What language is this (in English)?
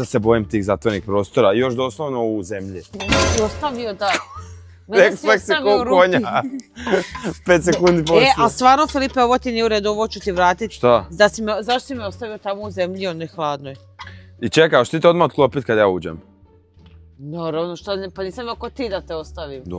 Croatian